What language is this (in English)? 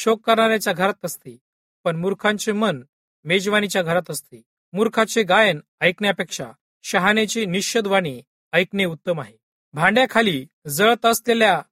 Marathi